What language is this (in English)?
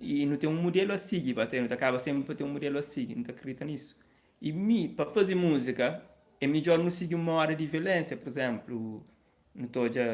Kabuverdianu